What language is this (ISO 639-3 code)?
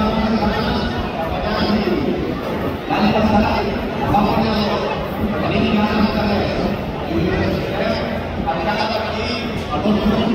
cat